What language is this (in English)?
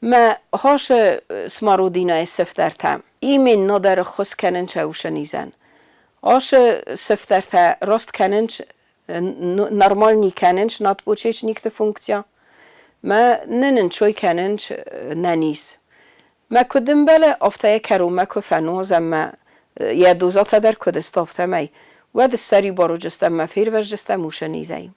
Ossetic